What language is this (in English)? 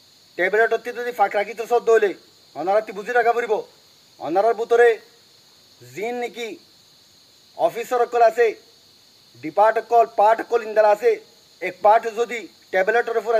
Rohingya